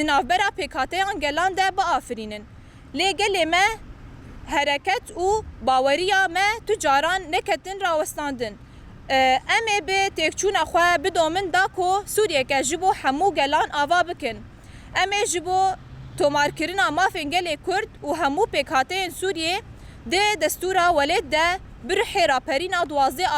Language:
Kurdish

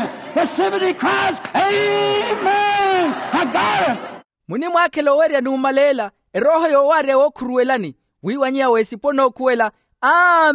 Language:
Makhuwa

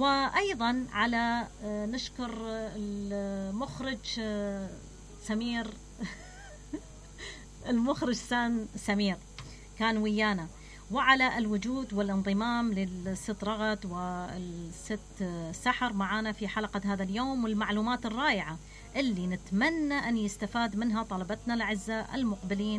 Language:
Mesopotamian Arabic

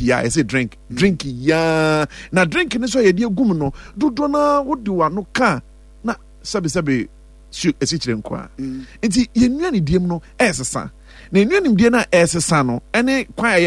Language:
Akan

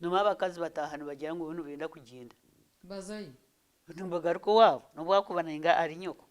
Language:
Nyankole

